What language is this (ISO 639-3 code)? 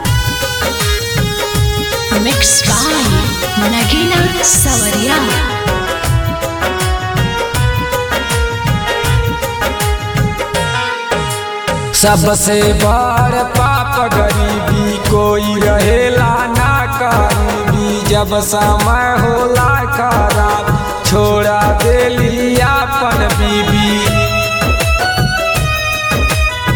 bho